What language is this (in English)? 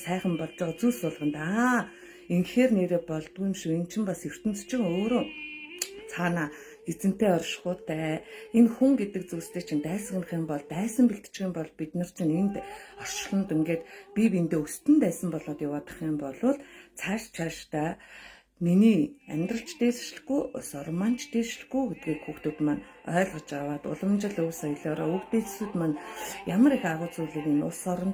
Mongolian